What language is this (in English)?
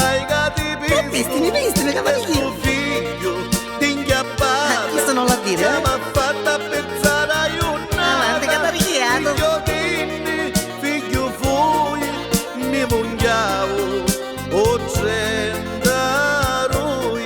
Neapolitan